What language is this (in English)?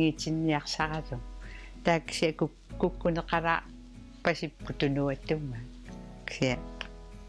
Kalaallisut